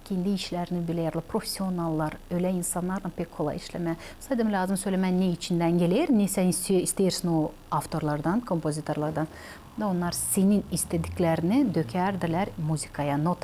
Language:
Gagauz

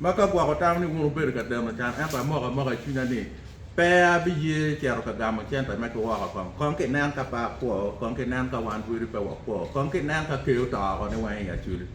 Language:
Acoli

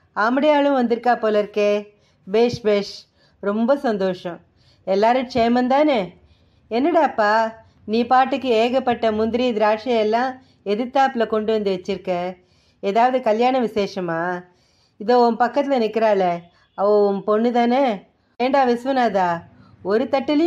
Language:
Tamil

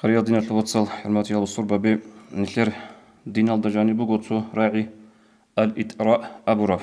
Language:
Avaric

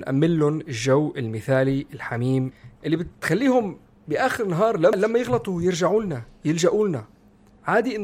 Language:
North Levantine Arabic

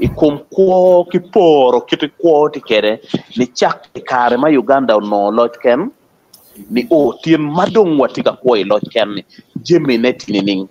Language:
Acoli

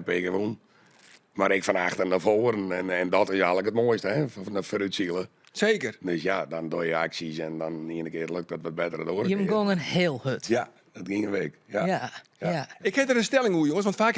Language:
Western Frisian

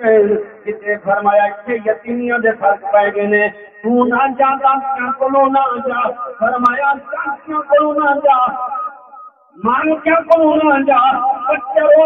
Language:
Saraiki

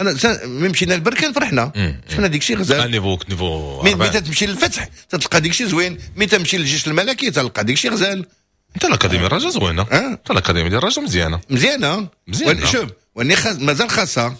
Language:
Moroccan Arabic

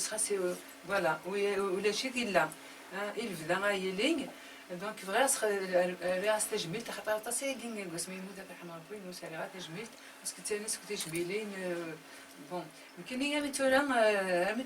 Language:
Kabyle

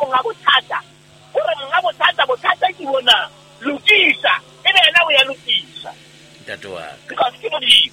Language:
Southern Sotho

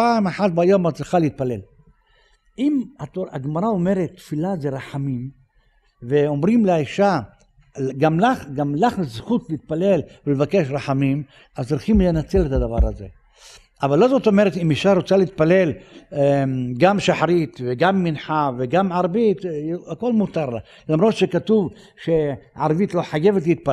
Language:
Hebrew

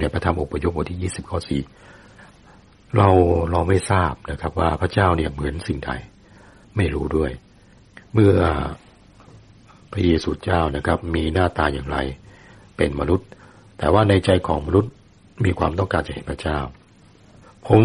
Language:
Thai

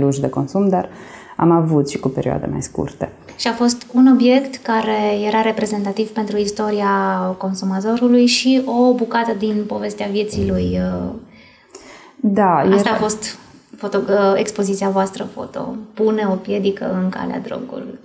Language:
Romanian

